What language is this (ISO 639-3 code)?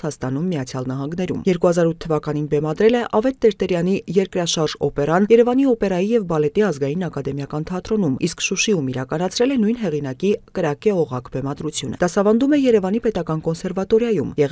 hye